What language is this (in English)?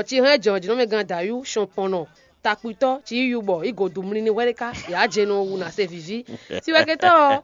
Fon